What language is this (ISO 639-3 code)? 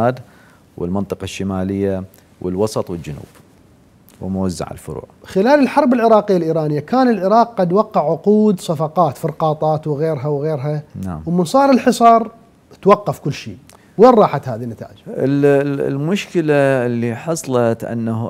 acm